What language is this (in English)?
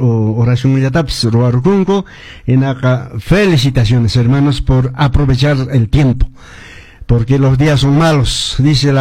Quechua